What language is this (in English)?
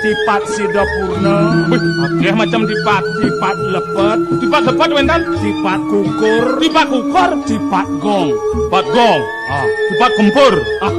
Balinese